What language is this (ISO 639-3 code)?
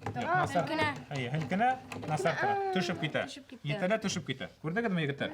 bak